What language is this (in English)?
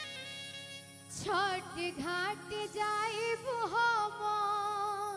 Bhojpuri